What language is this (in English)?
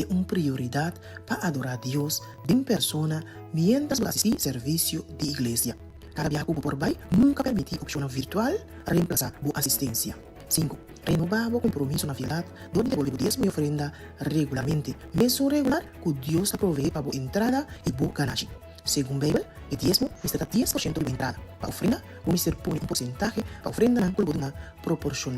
Papiamento